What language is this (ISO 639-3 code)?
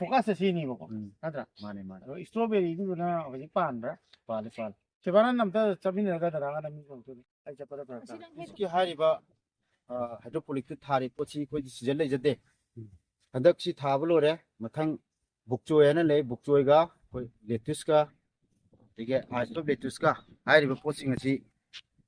mni